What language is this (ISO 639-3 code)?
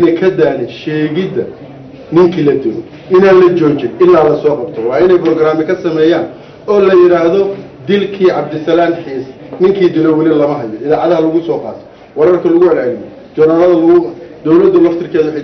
som